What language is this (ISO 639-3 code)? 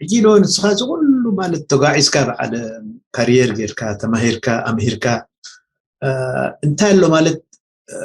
tir